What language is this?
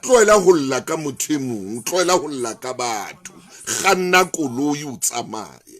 Southern Sotho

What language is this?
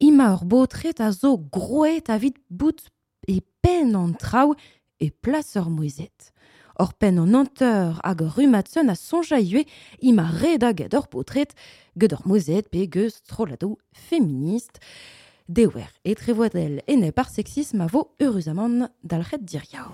Breton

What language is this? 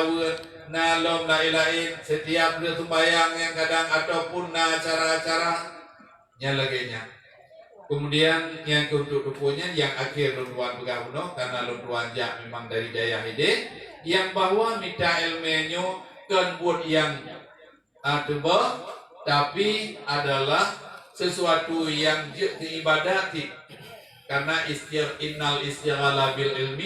Achinese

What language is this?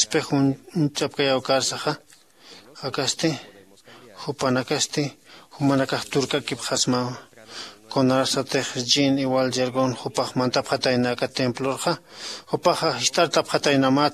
Aymara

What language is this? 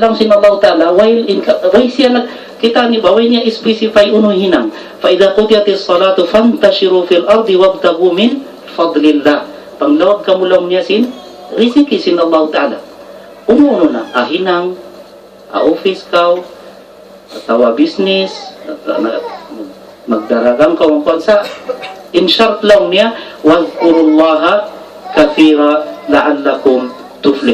Tausug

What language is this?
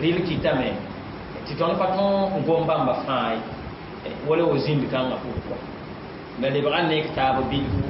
Mossi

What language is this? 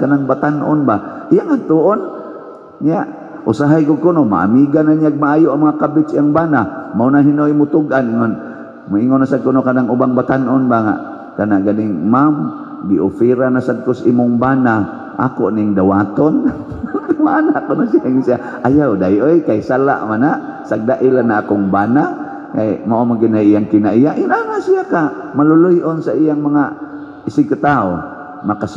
Cebuano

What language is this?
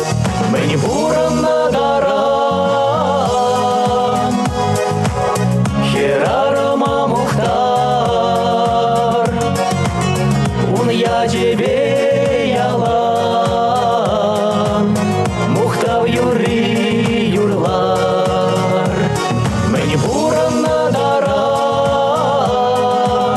Chuvash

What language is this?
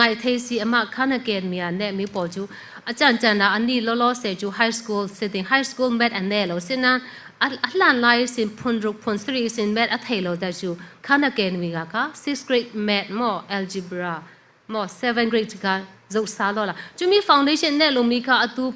Falam Chin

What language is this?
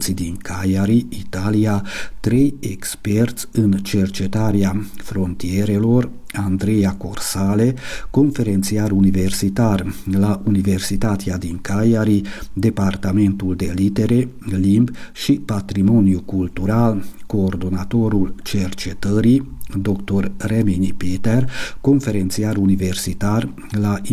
Romanian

